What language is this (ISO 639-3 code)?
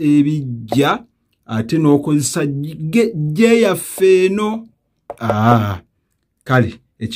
lug